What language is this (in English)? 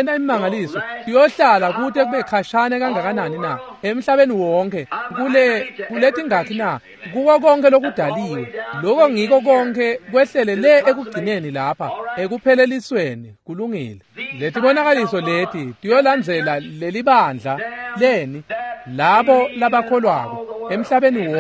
Swati